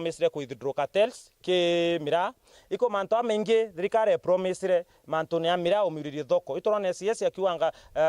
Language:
Meru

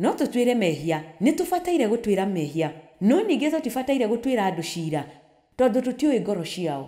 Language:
Kikuyu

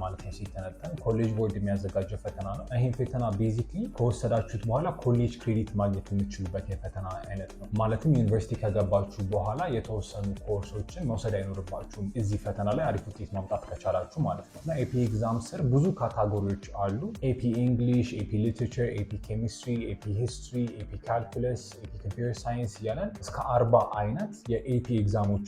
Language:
Amharic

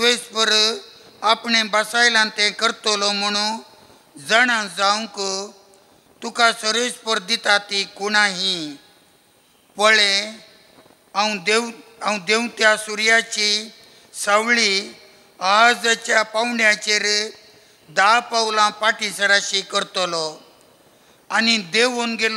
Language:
Konkani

